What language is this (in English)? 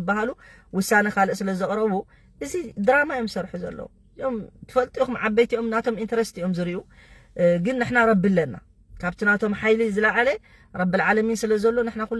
Tigrinya